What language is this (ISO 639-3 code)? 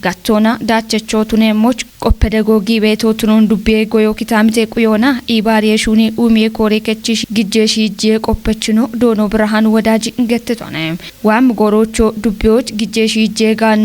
kbr